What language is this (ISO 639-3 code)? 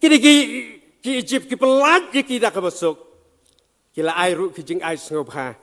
kha